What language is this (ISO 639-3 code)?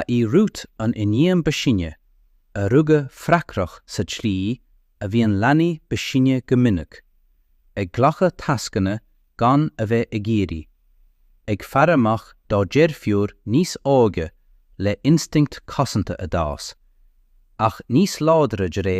gle